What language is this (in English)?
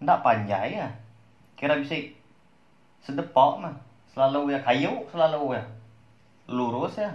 Iban